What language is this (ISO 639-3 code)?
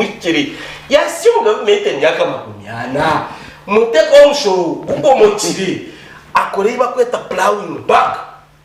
nyn